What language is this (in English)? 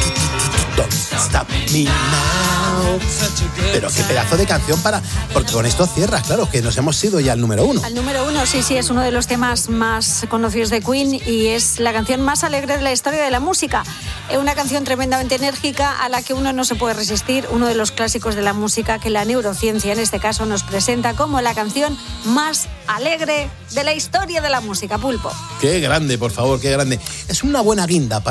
Spanish